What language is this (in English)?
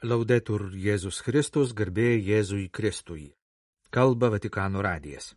Lithuanian